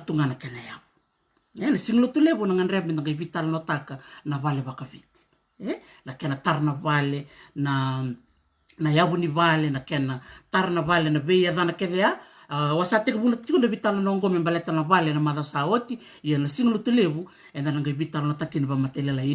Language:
Fijian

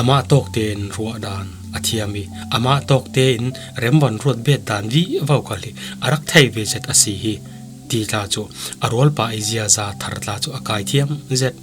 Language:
Falam Chin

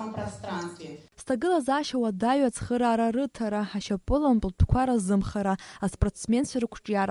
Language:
Abkhazian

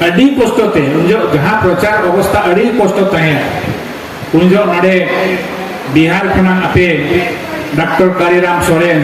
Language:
Santali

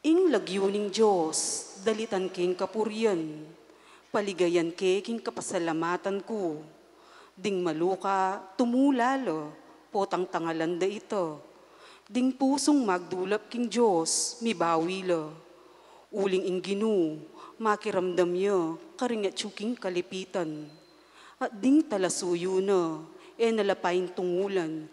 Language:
Pampanga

